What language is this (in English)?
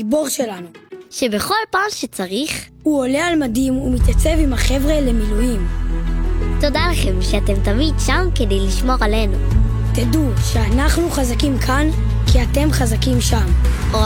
Hebrew